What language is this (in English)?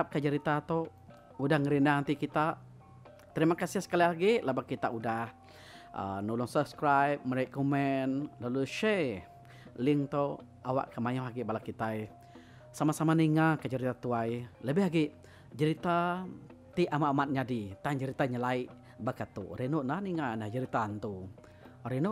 Iban